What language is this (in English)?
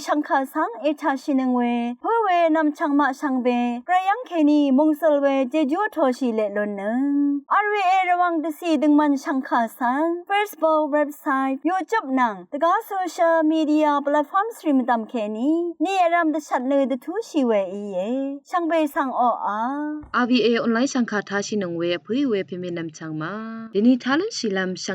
Rawang